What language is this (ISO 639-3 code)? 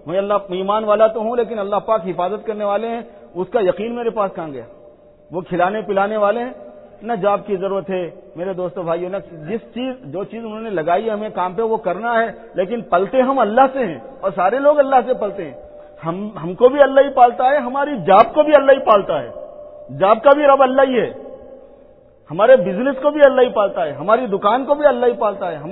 urd